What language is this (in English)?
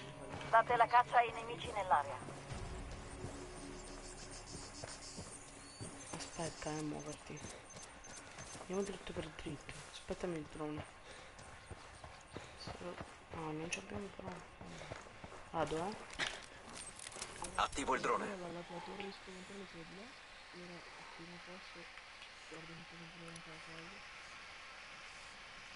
Italian